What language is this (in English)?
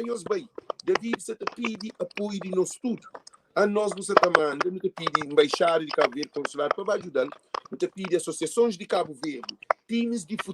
Kabuverdianu